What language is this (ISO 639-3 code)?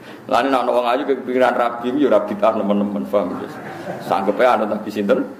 jav